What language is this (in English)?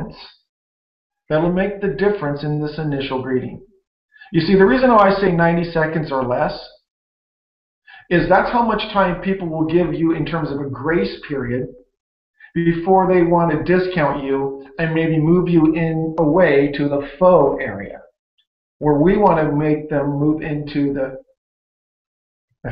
English